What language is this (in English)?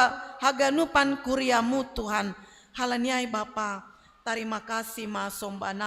Batak Simalungun